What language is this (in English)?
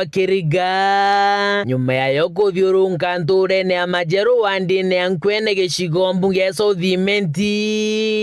Meru